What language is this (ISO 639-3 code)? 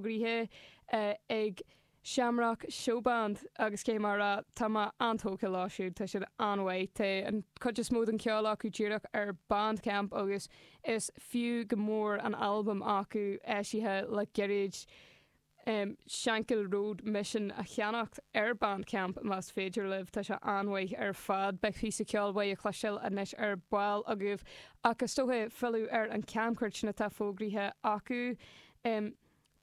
gle